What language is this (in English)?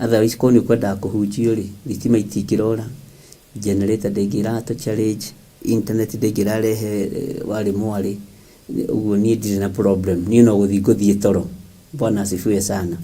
Kikuyu